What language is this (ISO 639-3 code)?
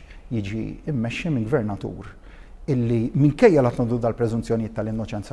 mlt